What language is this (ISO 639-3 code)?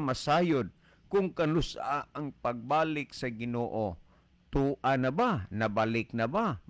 ceb